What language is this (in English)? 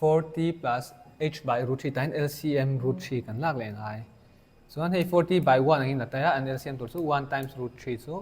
Mizo